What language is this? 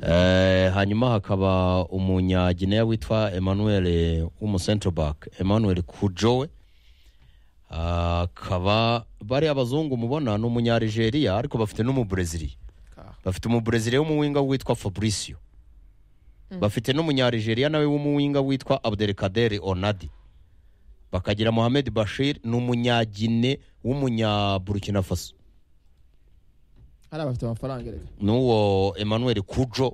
Kinyarwanda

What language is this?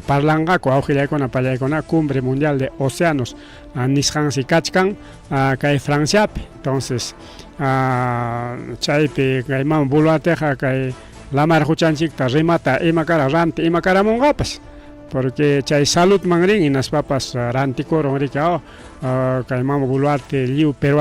Ayacucho Quechua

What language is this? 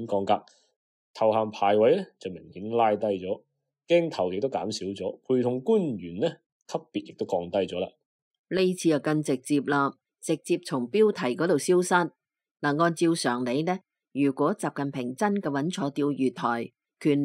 Cantonese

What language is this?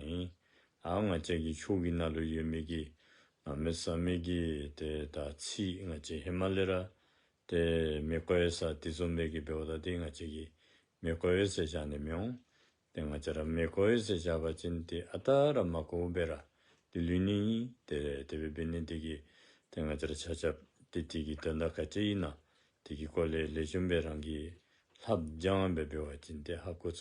Dzongkha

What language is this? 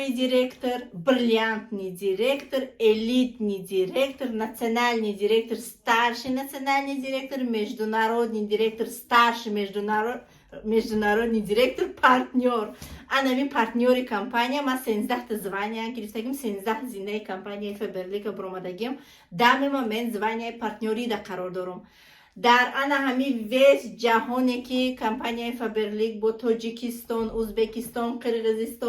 Tajik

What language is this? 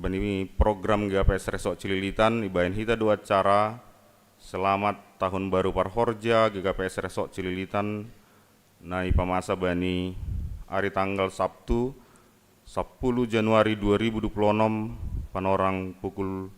Batak Simalungun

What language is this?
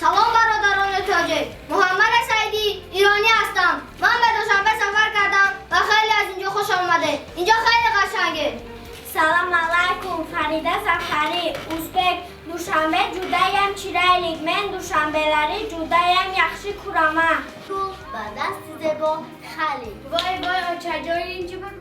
Tajik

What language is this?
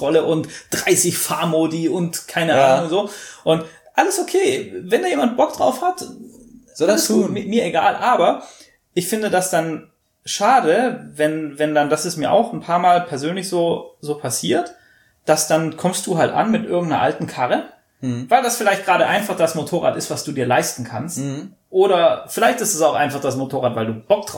German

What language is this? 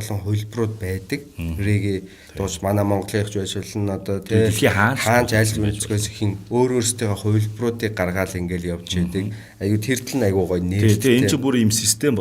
Mongolian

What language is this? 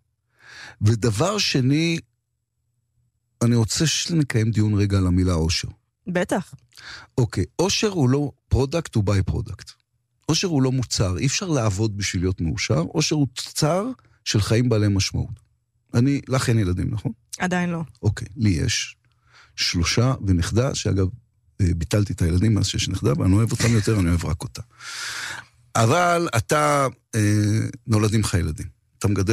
Hebrew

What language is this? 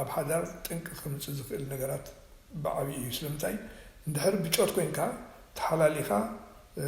Tigrinya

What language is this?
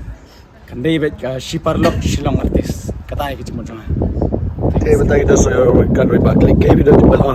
Khasi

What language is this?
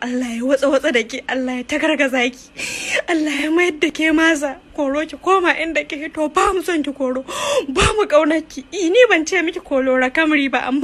Hausa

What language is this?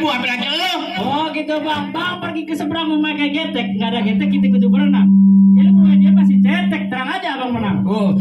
Betawi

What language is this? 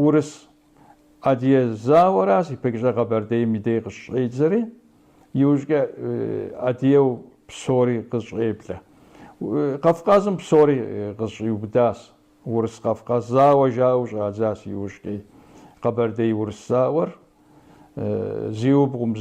Kabardian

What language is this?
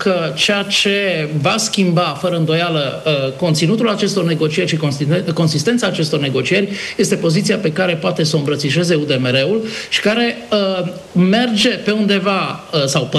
Romanian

